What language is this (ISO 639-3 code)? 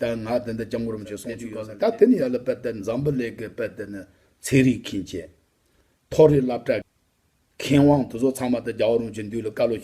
bod